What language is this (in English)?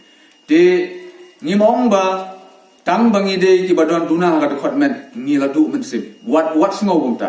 Khasi